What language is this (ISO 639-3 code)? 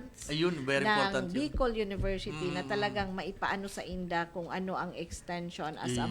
bik